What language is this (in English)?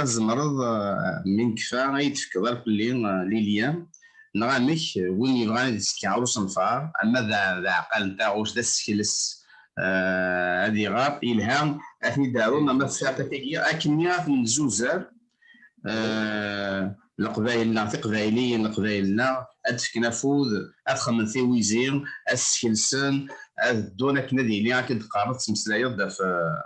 Kabyle